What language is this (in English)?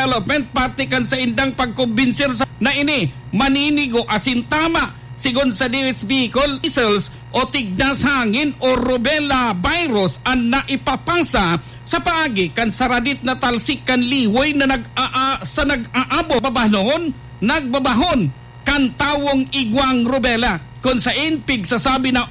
Bikol